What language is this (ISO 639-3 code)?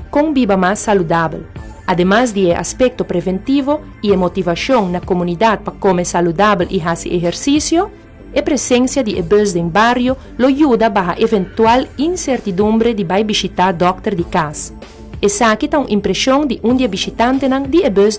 pap